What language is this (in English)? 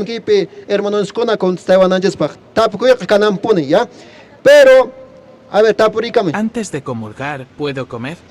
Quechua